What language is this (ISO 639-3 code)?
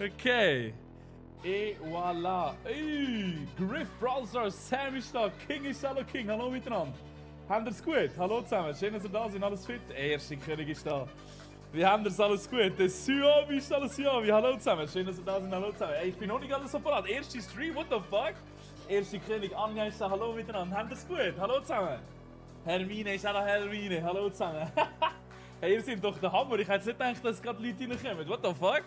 gsw